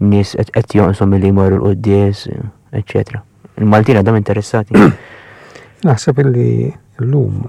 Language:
Maltese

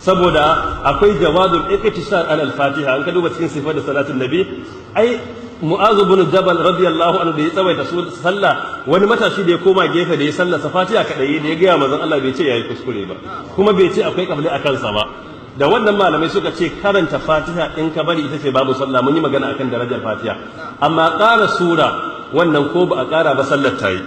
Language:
Hausa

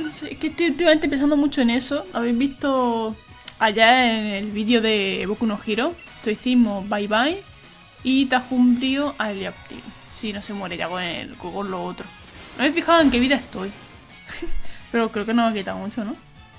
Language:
Spanish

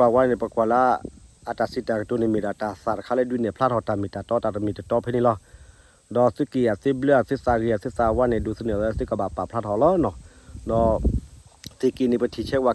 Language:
S'gaw Karen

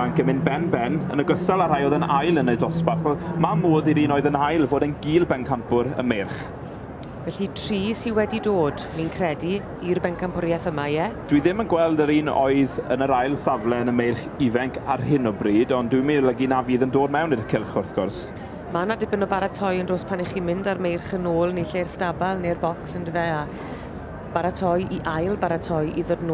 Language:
Welsh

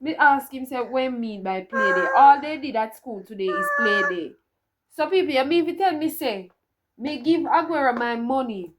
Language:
Jamaican Creole English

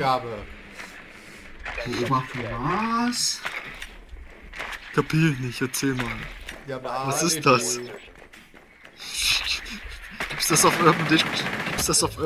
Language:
German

